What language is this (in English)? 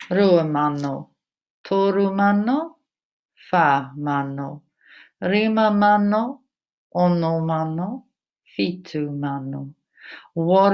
Māori